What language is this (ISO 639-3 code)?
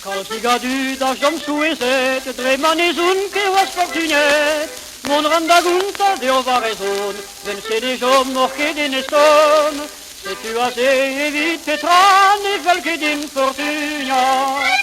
bre